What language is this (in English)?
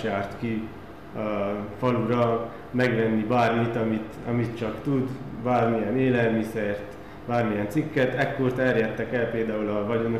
Hungarian